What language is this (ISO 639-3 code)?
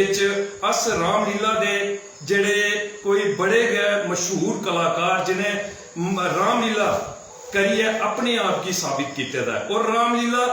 doi